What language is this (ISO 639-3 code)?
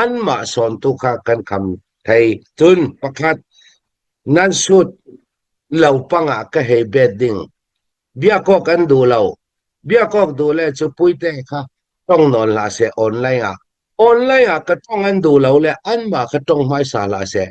cnh